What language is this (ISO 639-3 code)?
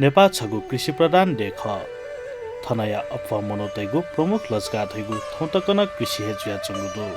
new